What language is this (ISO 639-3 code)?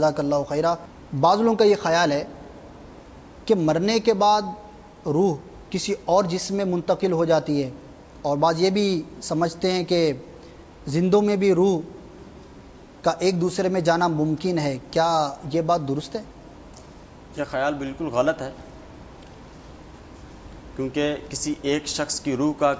urd